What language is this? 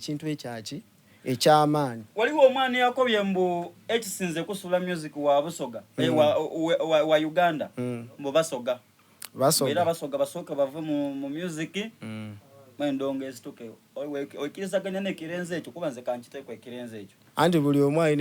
Soga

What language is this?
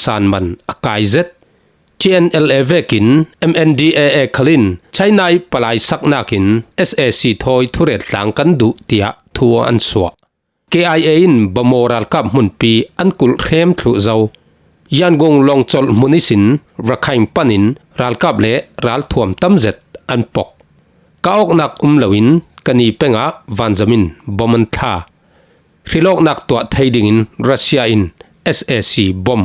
Falam Chin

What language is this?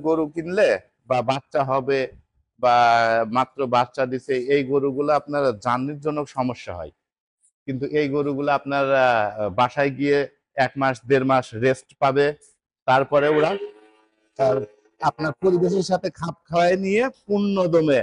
Bangla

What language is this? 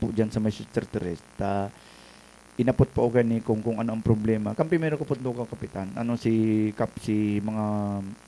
Bikol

